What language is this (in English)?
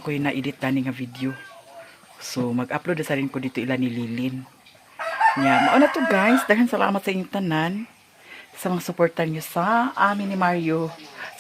Cebuano